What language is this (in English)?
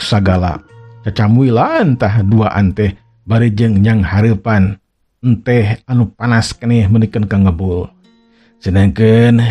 Sundanese